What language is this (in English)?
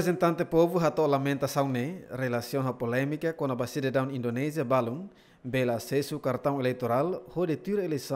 Tetum